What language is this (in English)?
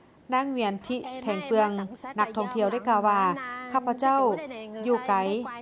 Lao